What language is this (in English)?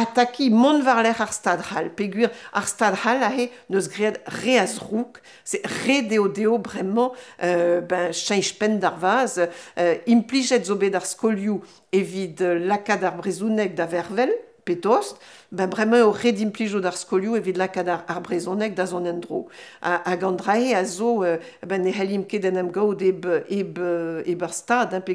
Breton